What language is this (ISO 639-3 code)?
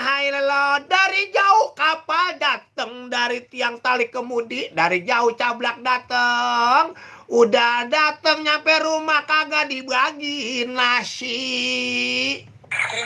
bew